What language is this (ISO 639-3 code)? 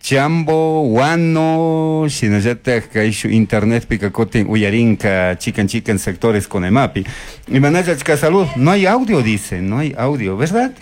qug